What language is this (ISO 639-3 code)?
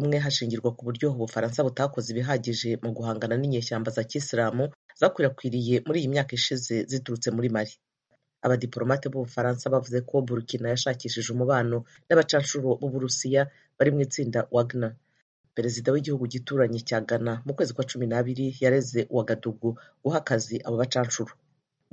kin